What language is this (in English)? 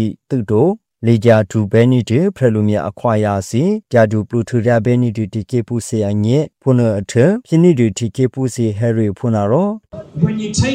Burmese